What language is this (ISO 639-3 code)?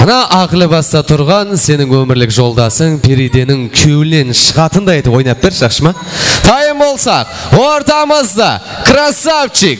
kaa